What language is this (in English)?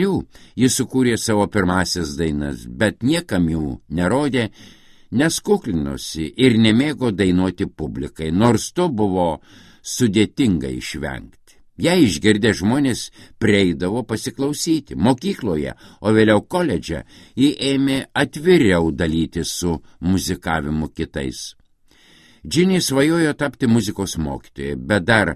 Lithuanian